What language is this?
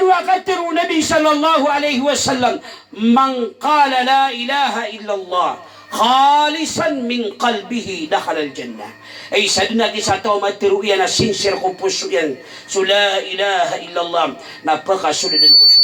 Maranao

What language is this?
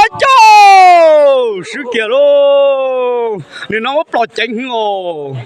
Hmong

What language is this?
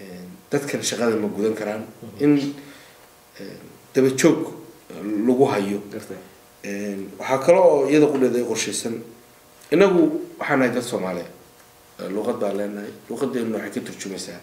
Somali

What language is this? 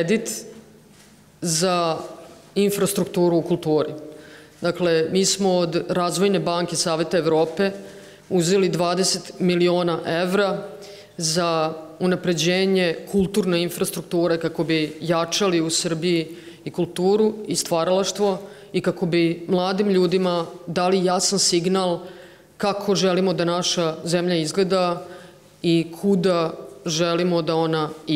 Serbian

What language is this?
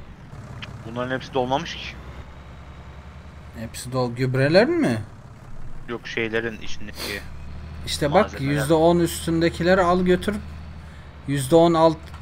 Turkish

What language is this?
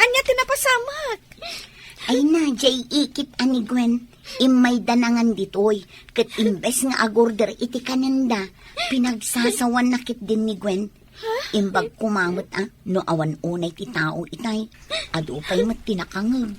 Iloko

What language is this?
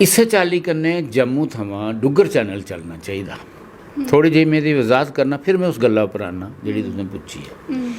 Dogri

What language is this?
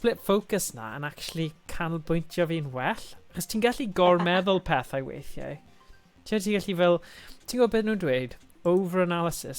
Welsh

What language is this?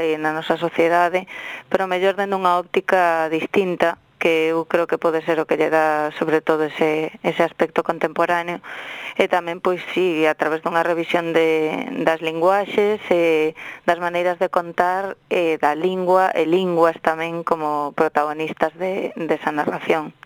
Galician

